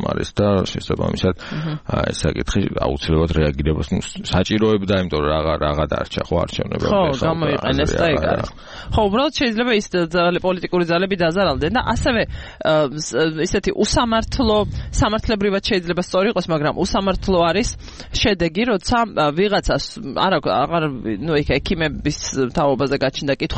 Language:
Georgian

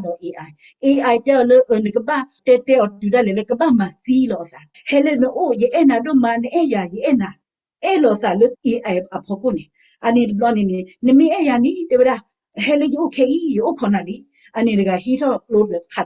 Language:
S'gaw Karen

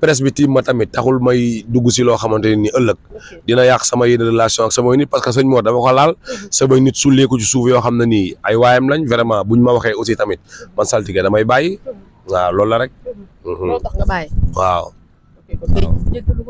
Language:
Wolof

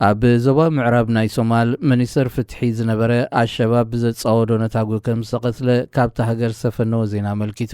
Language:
Tigrinya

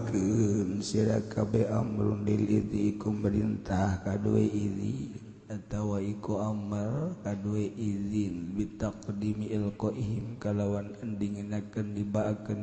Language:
Sundanese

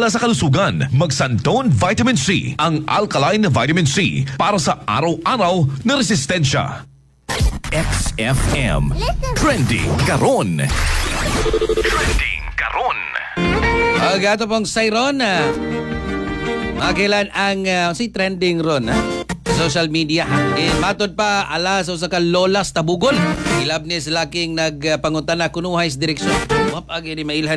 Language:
Cebuano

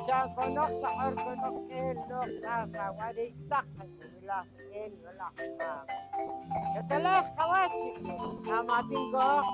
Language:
Poqomchi'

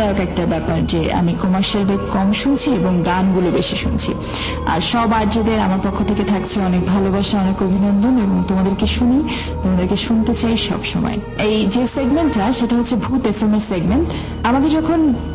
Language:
Bangla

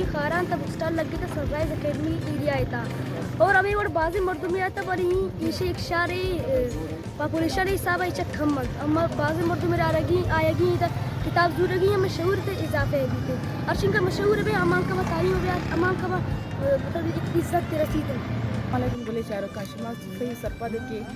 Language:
Baluchi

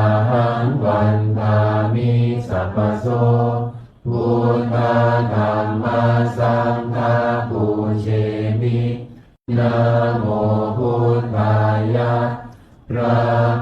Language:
Pali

